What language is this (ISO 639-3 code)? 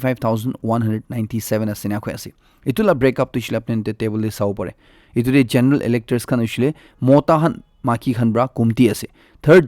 nag